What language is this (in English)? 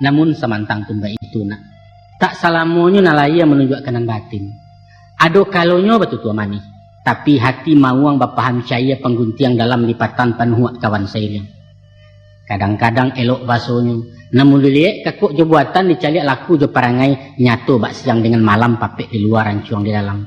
Minangkabau